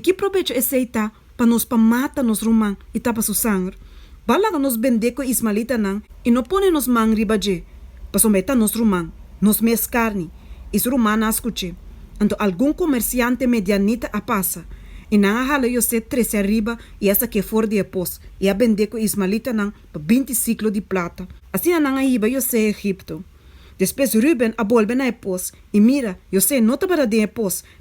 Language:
Papiamento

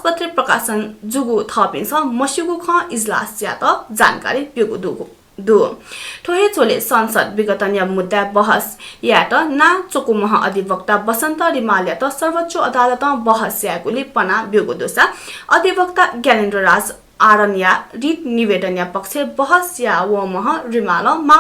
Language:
Newari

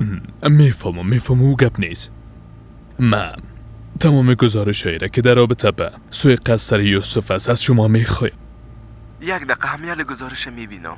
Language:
Persian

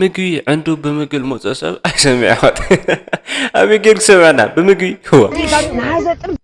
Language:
Tigrinya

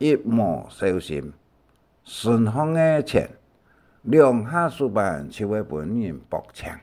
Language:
Hakka Chinese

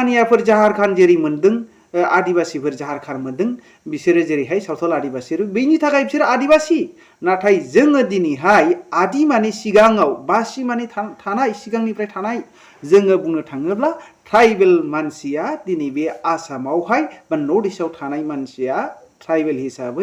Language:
Bodo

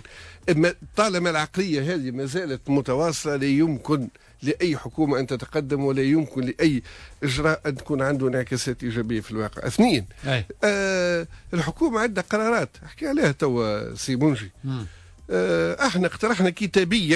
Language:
Tunisian Arabic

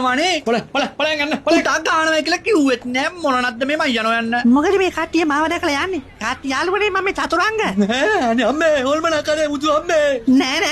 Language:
Sinhala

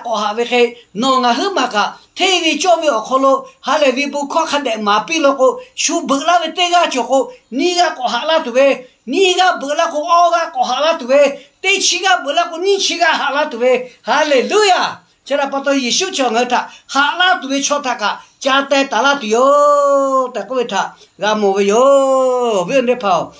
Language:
Lahu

